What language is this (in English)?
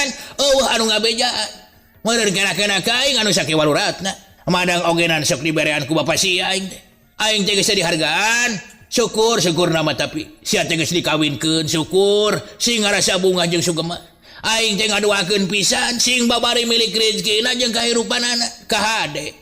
Sundanese